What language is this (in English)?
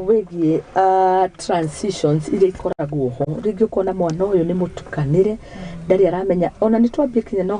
Kikuyu